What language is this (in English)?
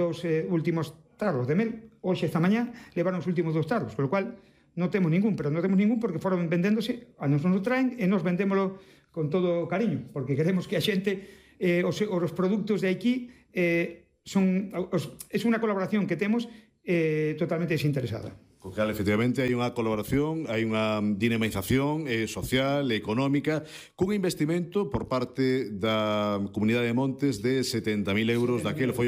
Galician